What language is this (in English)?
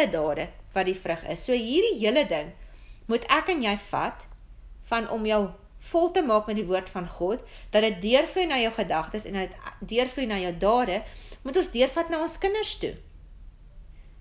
Afrikaans